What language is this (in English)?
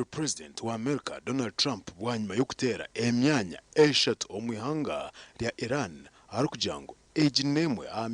Nyankole